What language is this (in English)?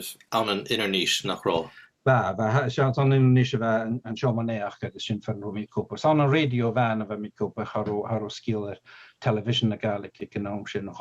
Scottish Gaelic